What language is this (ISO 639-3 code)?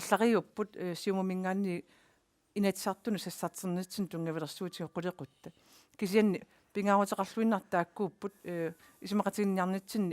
kal